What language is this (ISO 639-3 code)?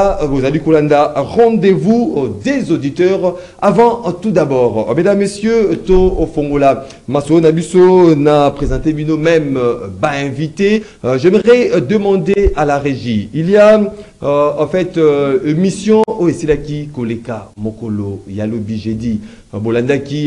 fra